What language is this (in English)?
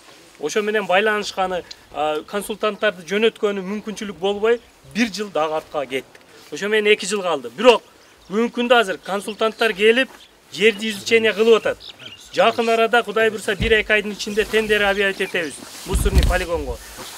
Kyrgyz